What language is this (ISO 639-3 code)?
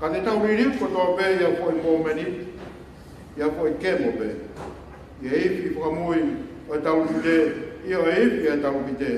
ton